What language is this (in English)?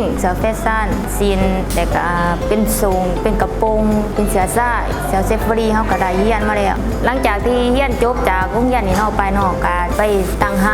Lao